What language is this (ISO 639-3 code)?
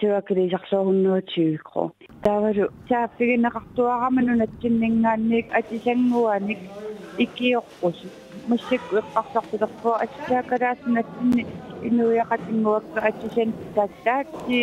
kal